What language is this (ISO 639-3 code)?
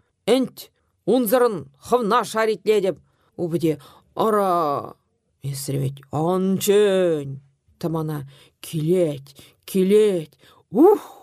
chv